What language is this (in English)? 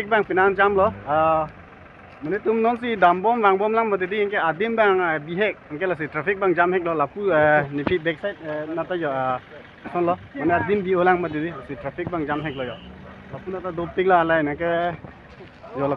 Karbi